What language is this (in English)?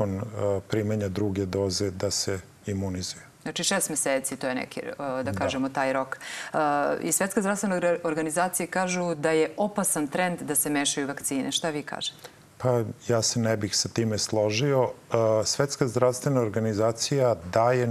Serbian